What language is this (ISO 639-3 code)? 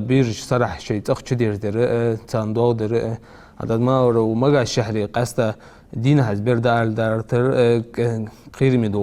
inh